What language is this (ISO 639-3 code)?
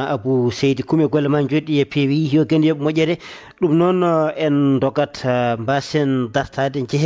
ful